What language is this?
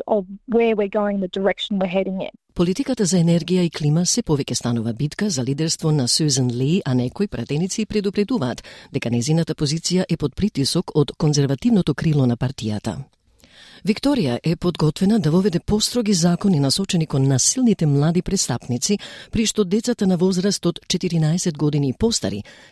Macedonian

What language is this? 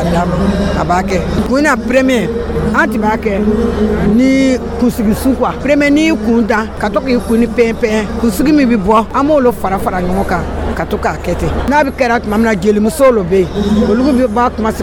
Dyula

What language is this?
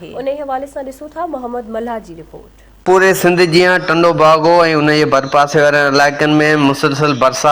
Sindhi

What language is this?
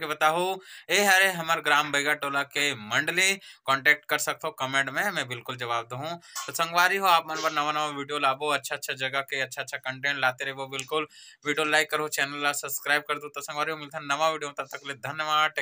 Chhattisgarhi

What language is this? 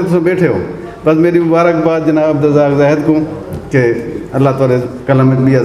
Saraiki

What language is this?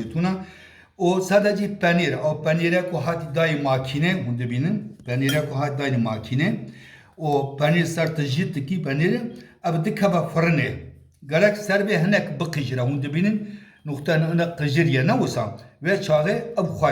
Kurdish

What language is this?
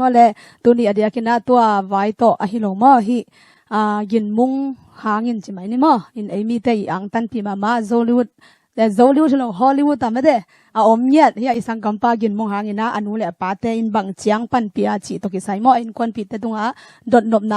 Tedim Chin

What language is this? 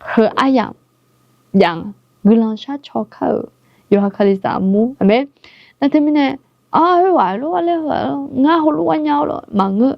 Akha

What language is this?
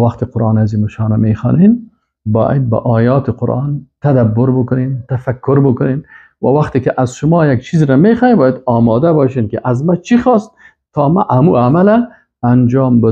Persian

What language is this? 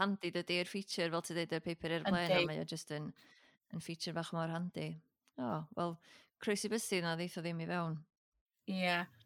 Welsh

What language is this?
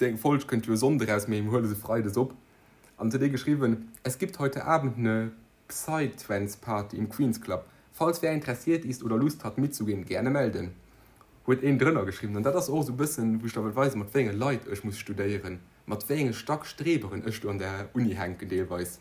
Luxembourgish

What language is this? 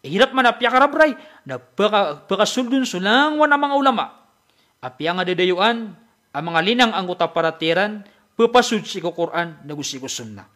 Maranao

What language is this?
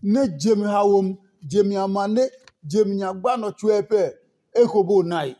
Adangme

